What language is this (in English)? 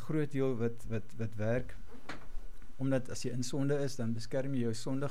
Afrikaans